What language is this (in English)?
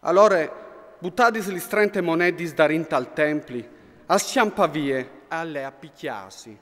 Friulian